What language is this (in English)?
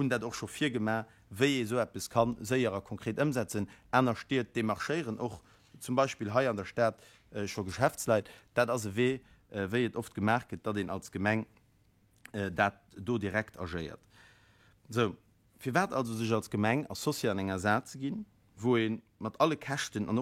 Luxembourgish